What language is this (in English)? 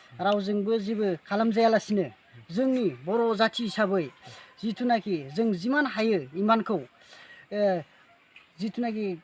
Bodo